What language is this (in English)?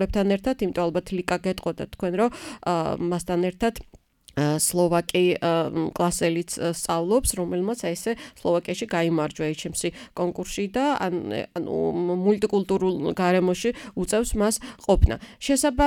Georgian